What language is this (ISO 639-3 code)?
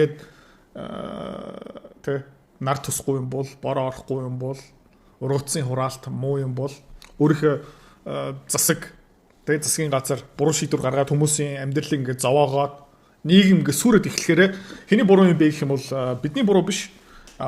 mon